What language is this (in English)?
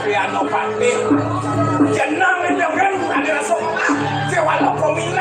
Balinese